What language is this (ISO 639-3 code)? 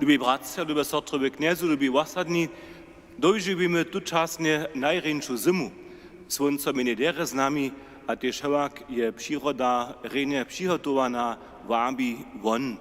hsb